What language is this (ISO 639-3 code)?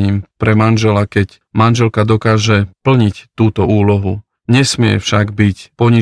slk